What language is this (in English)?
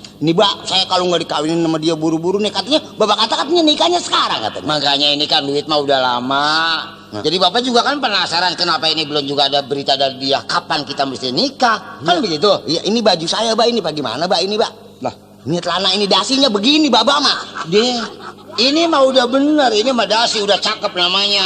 Betawi